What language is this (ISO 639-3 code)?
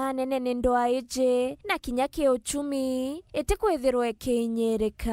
mer